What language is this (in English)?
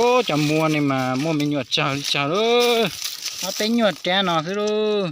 Hmong